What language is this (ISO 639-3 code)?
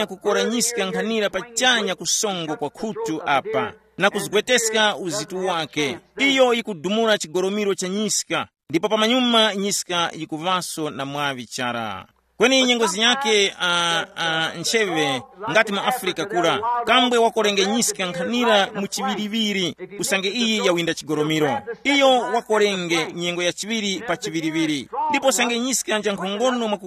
tum